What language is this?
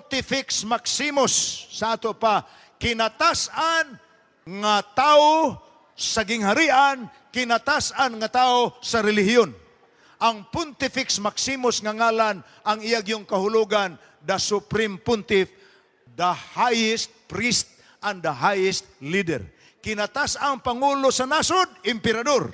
Cebuano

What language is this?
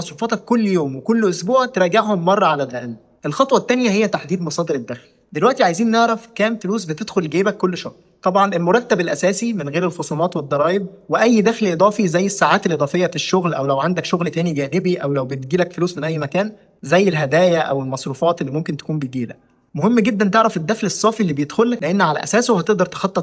Egyptian Arabic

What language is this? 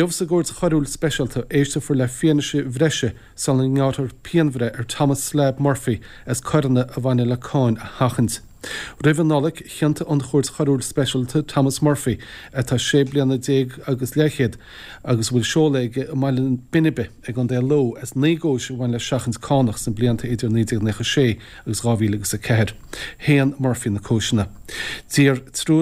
Irish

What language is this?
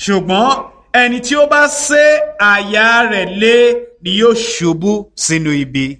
Yoruba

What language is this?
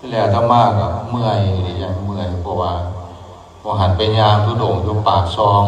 Northeastern Thai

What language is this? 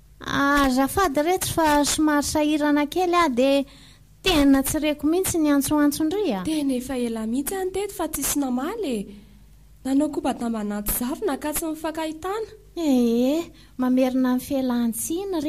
Malagasy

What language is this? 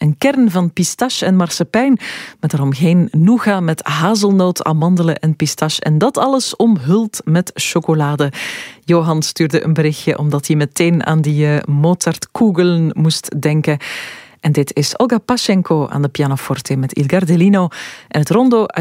Dutch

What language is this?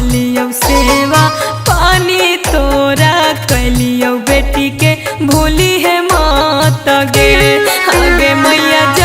Magahi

